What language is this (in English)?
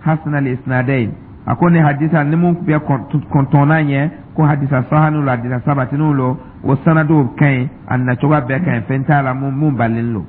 Dyula